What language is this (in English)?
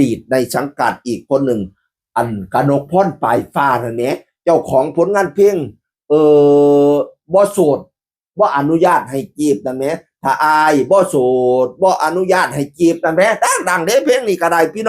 Northeastern Thai